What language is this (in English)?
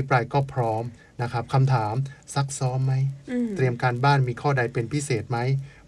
Thai